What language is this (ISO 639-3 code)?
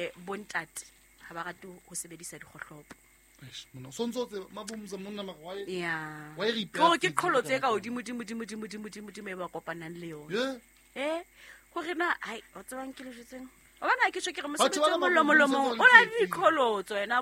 sot